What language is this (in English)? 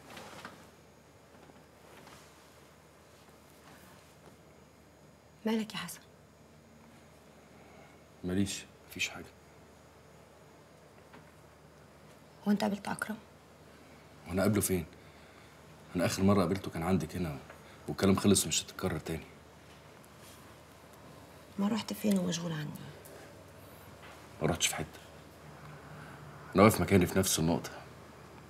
Egyptian Arabic